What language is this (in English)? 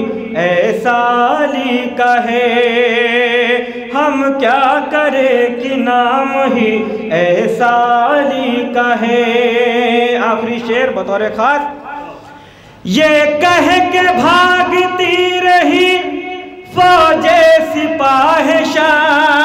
Urdu